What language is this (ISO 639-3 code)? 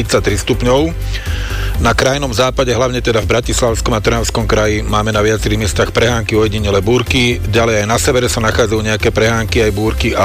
slk